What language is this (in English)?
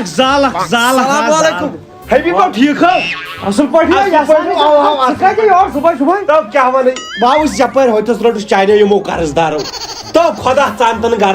Kashmiri